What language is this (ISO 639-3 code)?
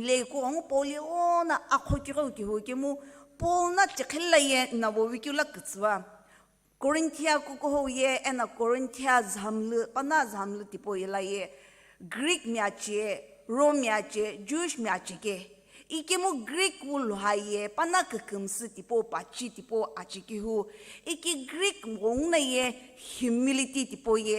nsm